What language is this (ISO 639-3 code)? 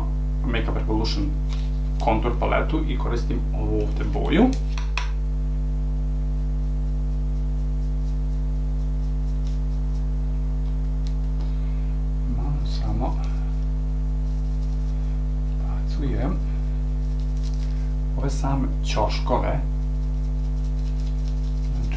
srp